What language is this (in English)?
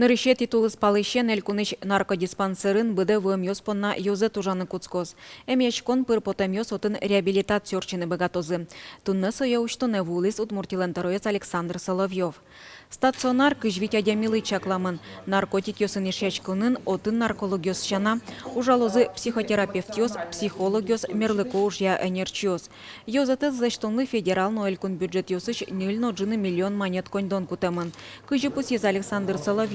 Udmurt